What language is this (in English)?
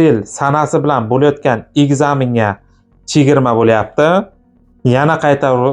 Uzbek